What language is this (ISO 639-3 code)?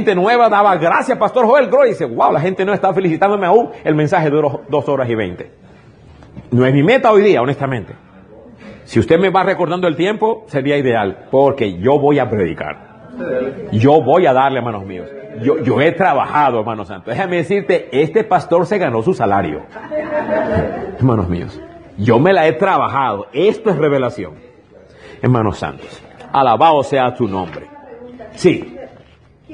spa